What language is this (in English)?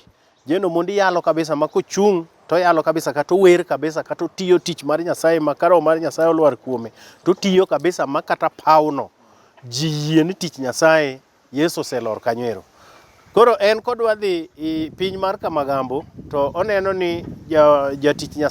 Luo (Kenya and Tanzania)